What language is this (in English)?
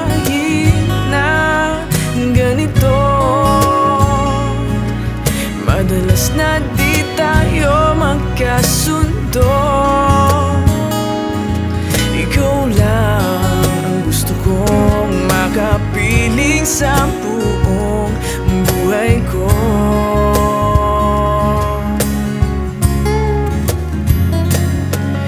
Filipino